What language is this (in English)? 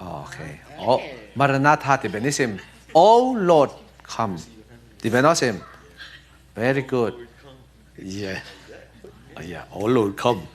Falam Chin